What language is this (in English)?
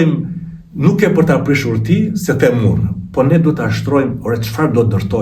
Albanian